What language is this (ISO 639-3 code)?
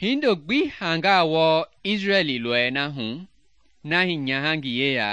men